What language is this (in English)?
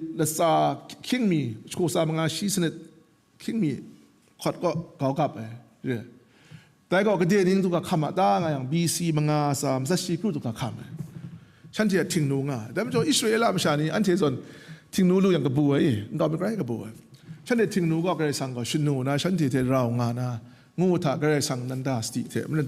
Kachin